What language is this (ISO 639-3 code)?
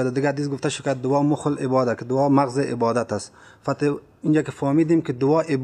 fas